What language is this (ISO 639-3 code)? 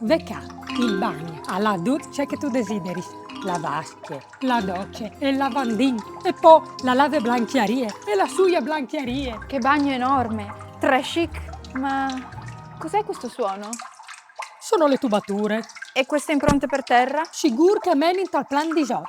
fur